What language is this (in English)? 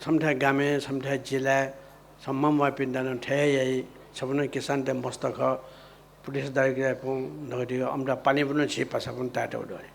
Newari